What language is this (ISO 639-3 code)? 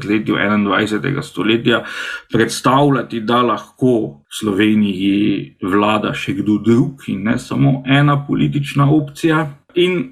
slv